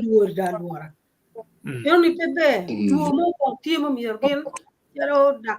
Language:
Acoli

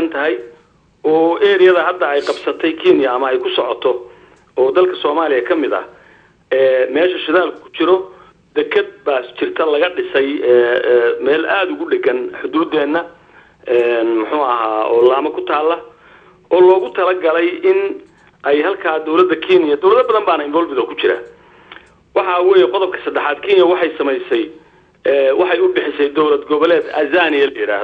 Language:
Somali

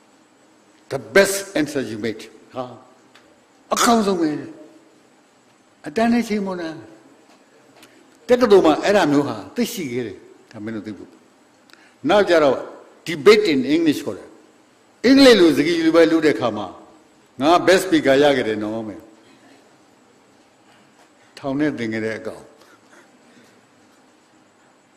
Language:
Burmese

